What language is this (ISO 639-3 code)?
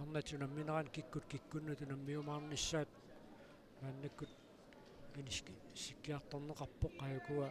kal